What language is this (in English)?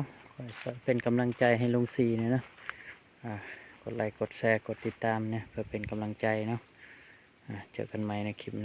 Lao